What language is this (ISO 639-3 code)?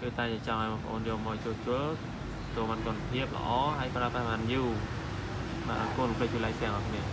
khm